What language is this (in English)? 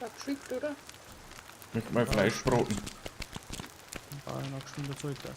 Bavarian